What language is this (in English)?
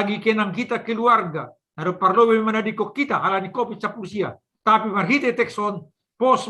Batak Simalungun